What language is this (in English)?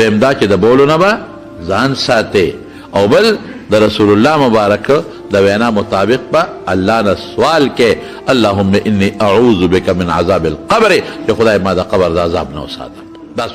Pashto